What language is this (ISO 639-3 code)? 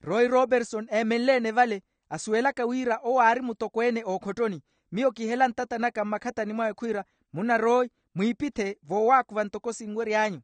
vmw